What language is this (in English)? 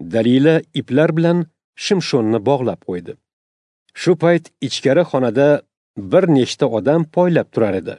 Uzbek